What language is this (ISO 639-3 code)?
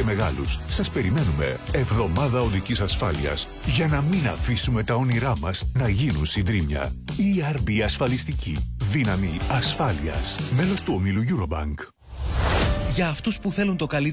ell